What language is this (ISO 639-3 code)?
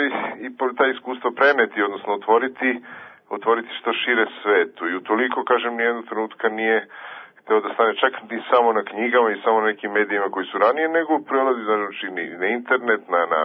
srp